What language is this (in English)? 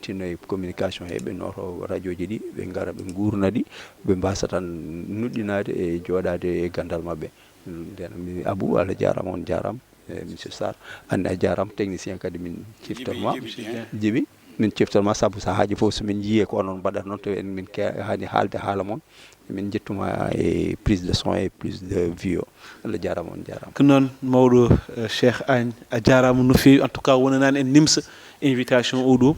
Fula